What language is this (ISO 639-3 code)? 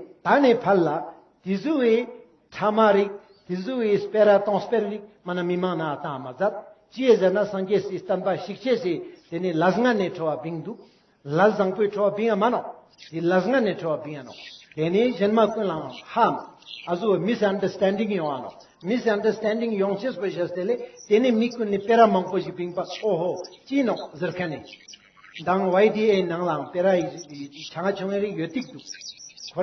lbj